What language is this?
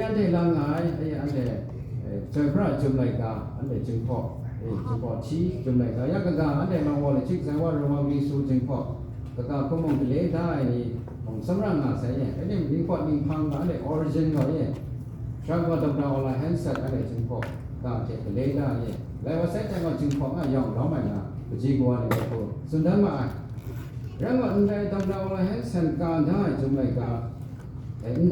Kachin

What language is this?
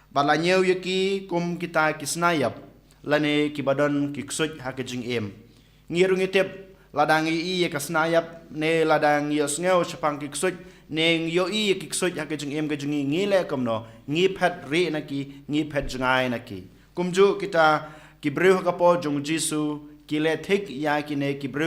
Khasi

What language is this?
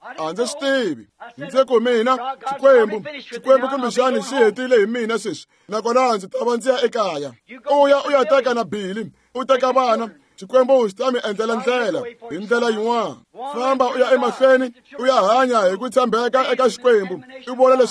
Tsonga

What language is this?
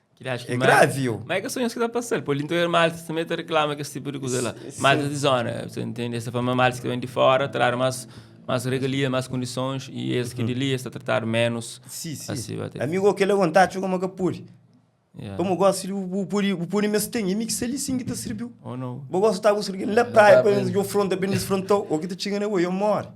Kabuverdianu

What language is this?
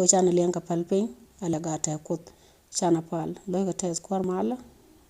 Nuer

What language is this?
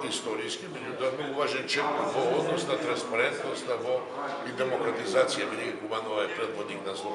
Macedonian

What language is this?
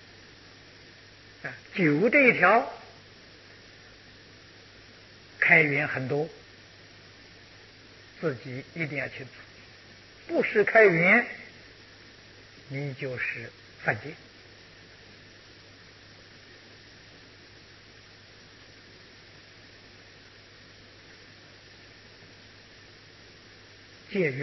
Chinese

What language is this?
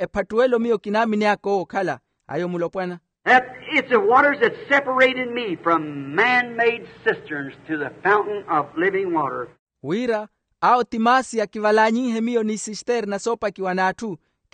Makhuwa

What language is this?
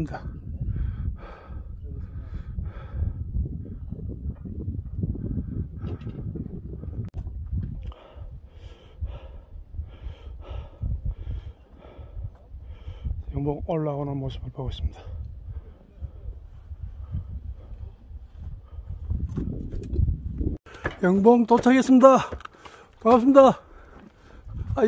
Korean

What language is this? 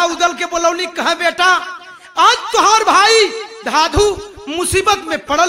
Bhojpuri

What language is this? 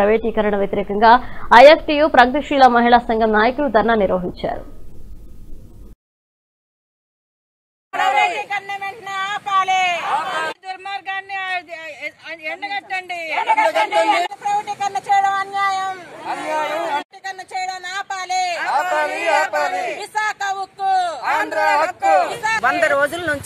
Telugu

